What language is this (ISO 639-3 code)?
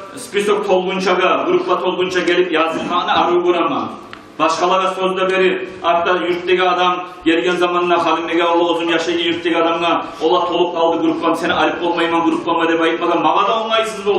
kum